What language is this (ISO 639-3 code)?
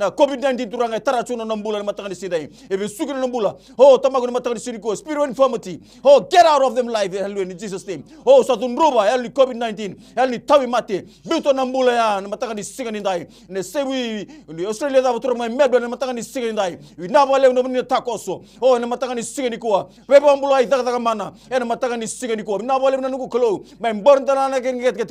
fij